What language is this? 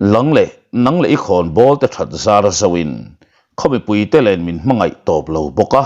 Mizo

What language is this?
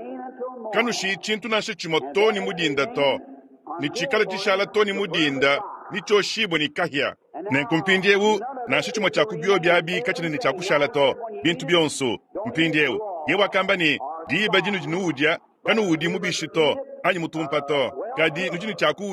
Luba-Lulua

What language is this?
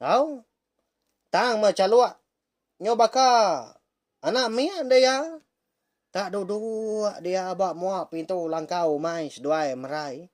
Iban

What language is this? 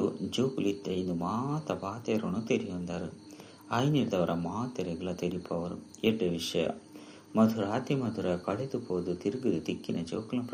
Tulu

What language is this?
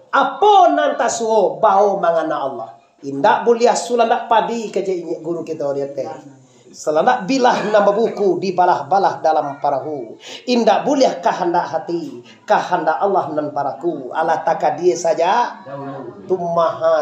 Minangkabau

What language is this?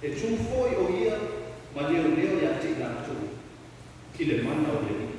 Samoan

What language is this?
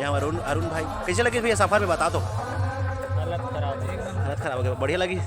Chhattisgarhi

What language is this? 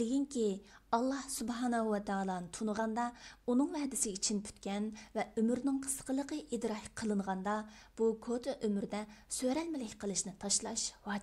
Uyghur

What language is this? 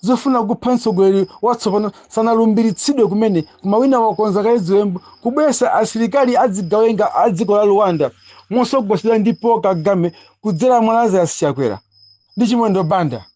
Nyanja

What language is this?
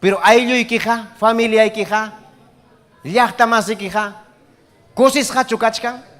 Ayacucho Quechua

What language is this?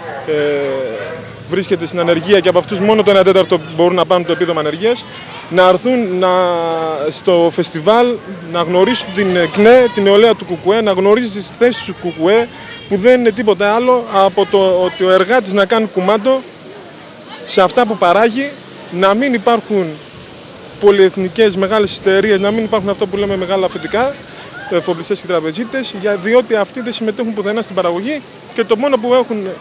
Greek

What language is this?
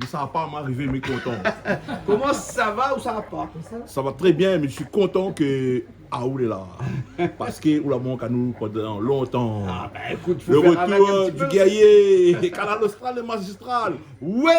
Réunion Creole French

